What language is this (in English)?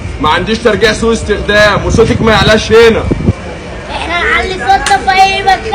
Egyptian Arabic